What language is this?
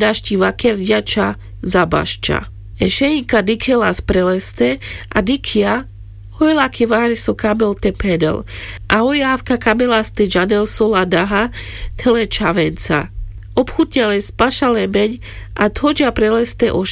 Carpathian Romani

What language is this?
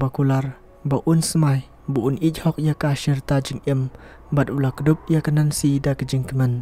Khasi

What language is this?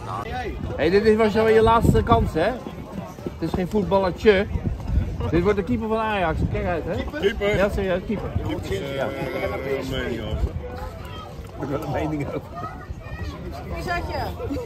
Dutch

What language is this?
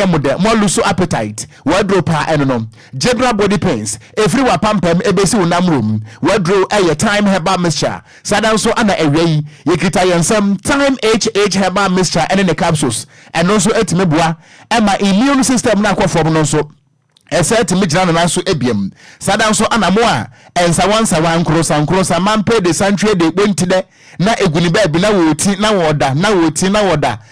Akan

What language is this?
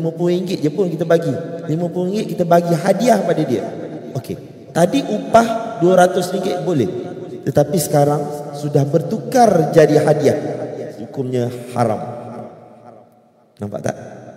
Malay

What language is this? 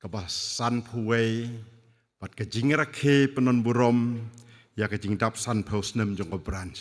Khasi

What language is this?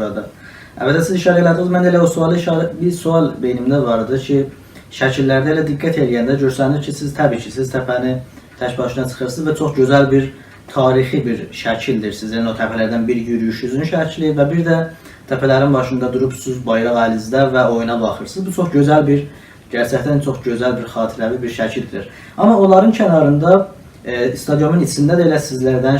South Azerbaijani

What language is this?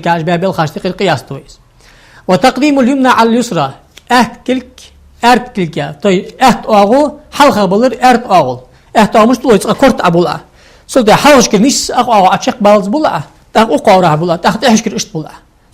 Ingush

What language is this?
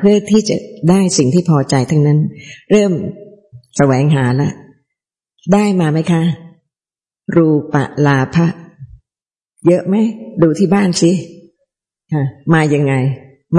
Thai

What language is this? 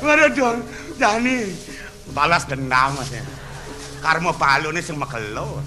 Balinese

